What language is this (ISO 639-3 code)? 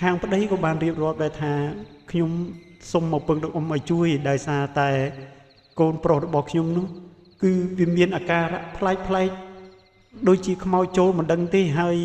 khm